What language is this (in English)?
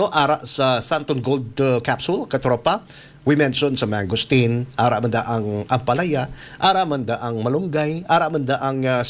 Hiligaynon